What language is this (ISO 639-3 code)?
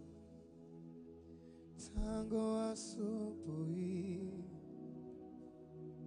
swa